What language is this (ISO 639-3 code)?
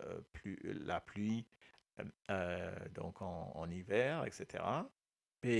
mfe